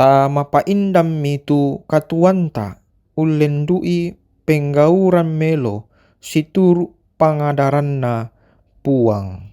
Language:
Toraja-Sa'dan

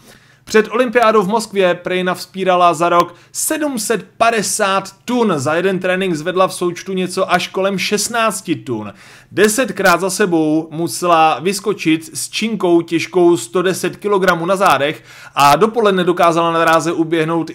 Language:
Czech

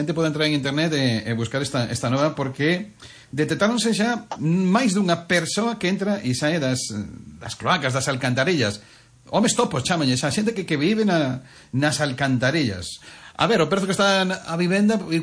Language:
Galician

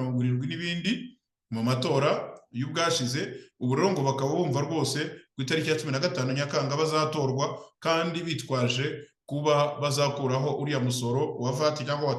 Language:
Kinyarwanda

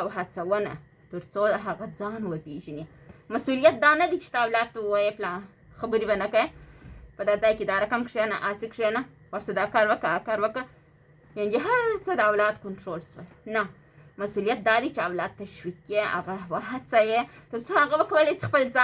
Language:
Pashto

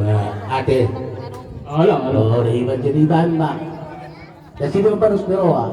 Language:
Batak Toba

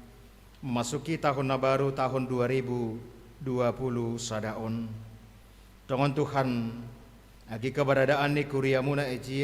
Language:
Batak Simalungun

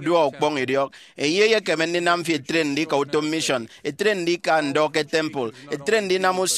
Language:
Efik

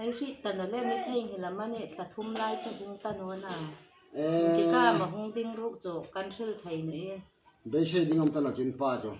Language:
Hmar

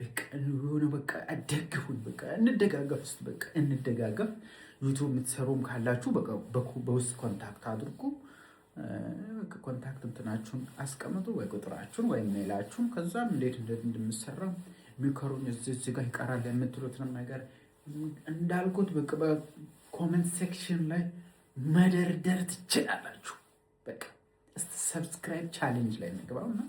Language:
Amharic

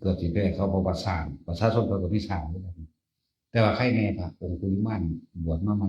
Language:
Northeastern Thai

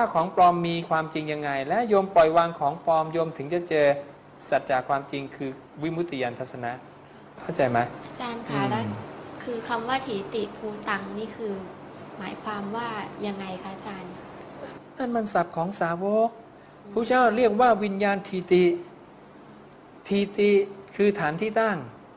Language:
Thai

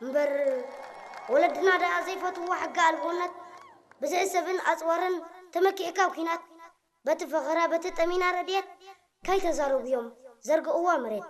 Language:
Tigrinya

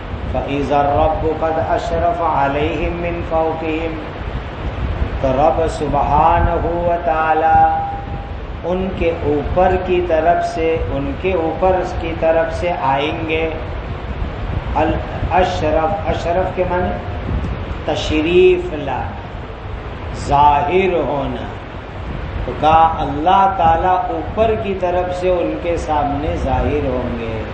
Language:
Urdu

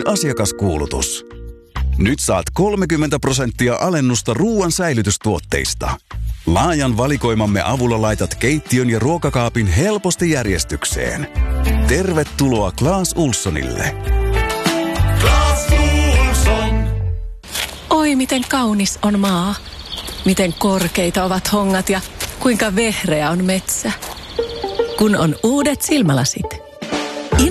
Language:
Finnish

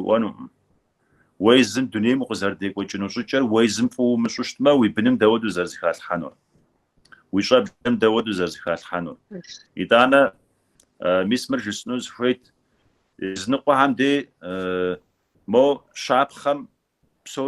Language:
Kabardian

